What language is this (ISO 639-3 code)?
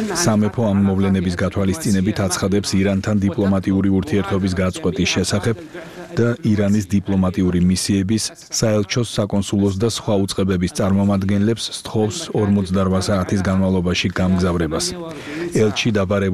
kat